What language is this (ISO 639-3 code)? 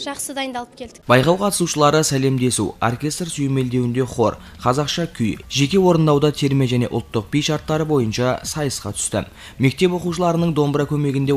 kaz